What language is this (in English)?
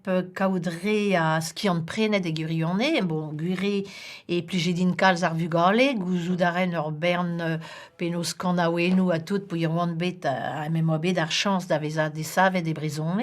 Breton